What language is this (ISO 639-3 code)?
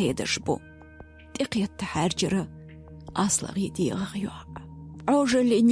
che